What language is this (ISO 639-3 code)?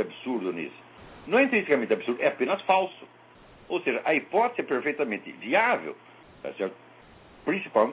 por